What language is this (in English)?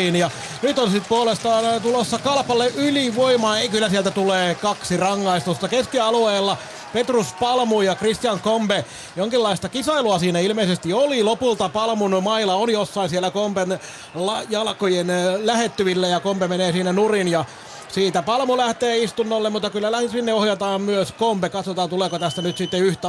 Finnish